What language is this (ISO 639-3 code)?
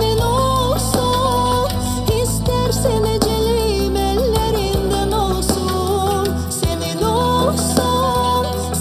gag